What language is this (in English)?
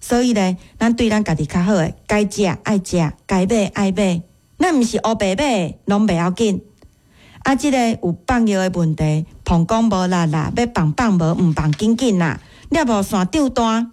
Min Nan Chinese